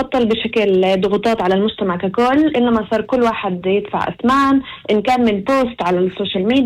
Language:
North Levantine Arabic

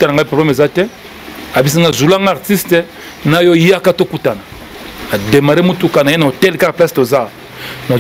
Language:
Lingala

